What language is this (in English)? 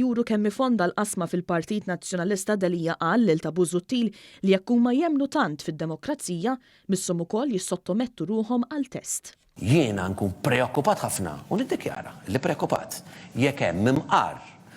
Maltese